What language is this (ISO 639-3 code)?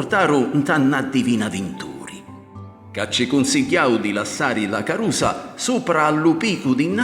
scn